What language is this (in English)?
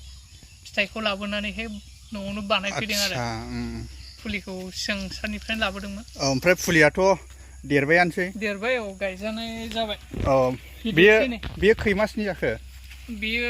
Bodo